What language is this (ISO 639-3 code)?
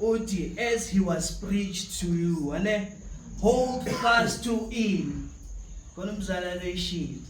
zul